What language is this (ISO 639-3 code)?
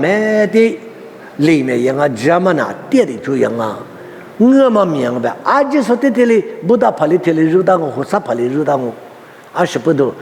lis